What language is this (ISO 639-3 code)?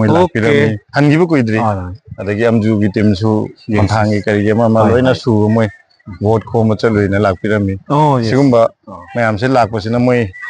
mni